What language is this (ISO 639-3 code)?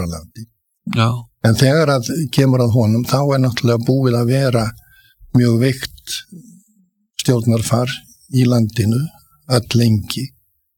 isl